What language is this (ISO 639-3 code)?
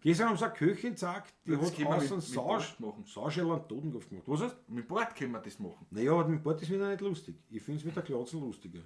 bar